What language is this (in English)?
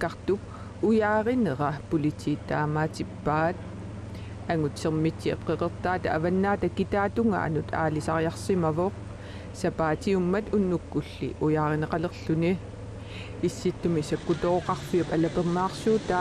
Kalaallisut